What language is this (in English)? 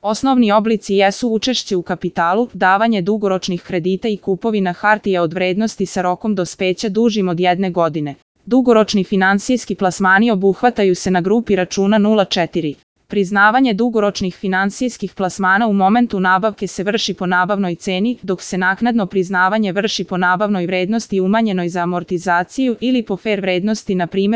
Serbian